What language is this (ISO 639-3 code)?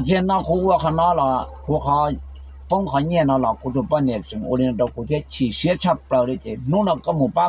hmn